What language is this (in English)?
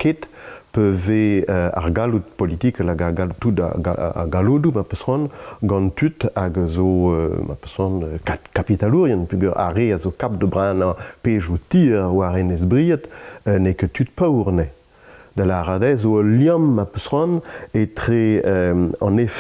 Breton